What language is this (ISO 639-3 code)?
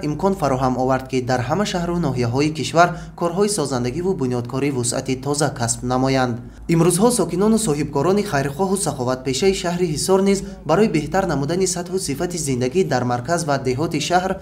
tgk